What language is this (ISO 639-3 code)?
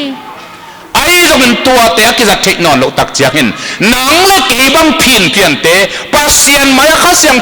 ctd